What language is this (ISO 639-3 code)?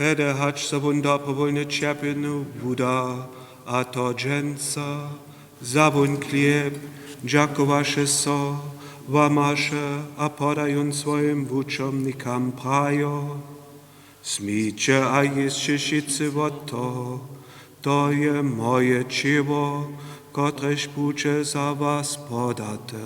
hsb